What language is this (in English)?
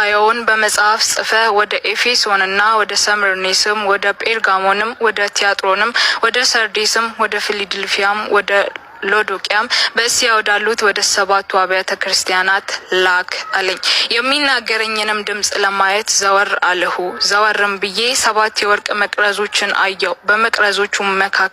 Amharic